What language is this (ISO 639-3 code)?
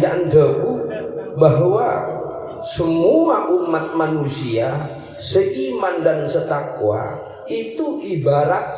mad